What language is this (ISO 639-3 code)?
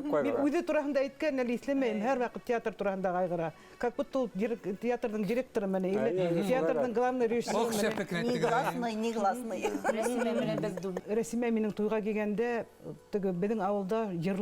bak